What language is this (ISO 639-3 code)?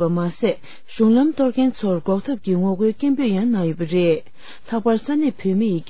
bod